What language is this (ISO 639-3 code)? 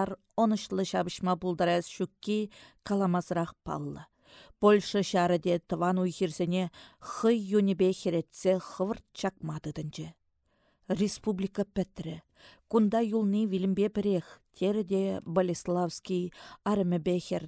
chv